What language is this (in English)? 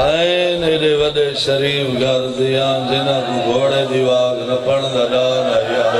Saraiki